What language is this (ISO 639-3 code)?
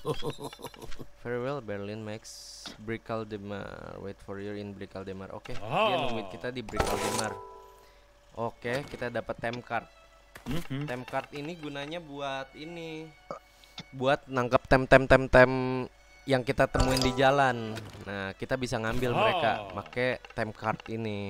ind